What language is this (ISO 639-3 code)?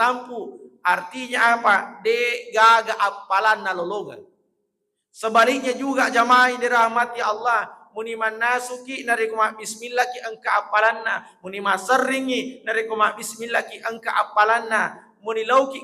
bug